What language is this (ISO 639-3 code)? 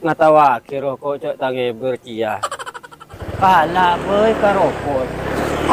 mad